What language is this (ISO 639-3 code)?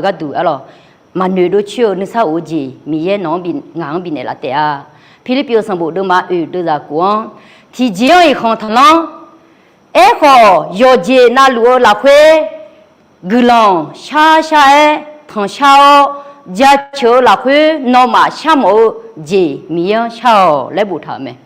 ahk